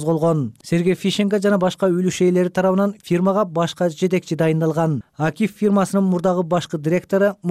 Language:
Kyrgyz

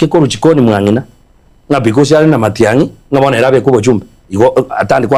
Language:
Gusii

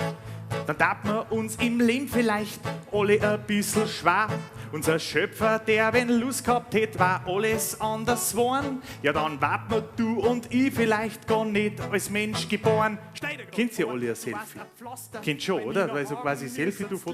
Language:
Bavarian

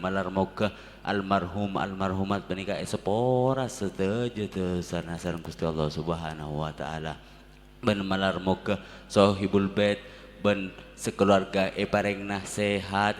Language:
Madurese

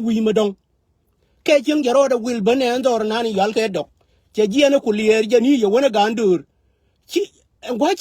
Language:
Nuer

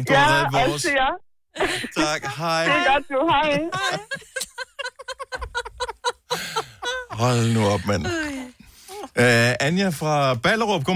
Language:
Danish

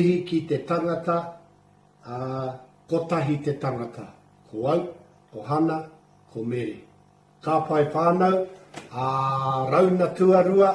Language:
Māori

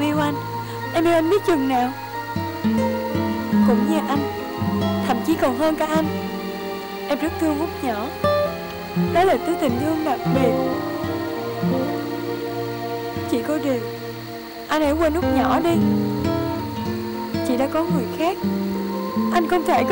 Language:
Vietnamese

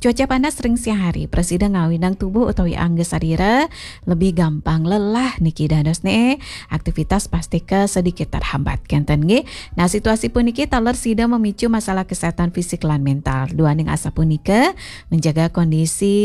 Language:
Balinese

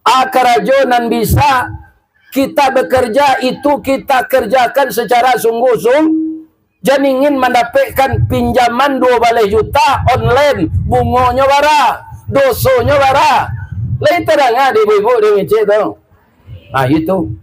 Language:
Minangkabau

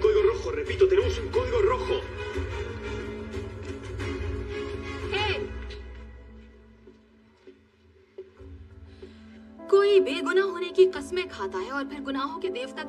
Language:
Hindi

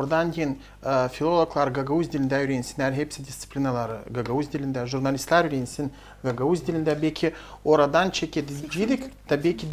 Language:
Gagauz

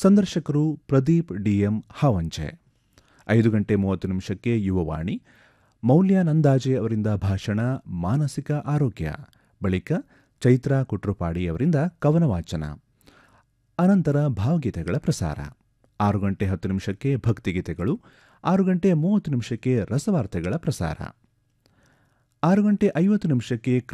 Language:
Kannada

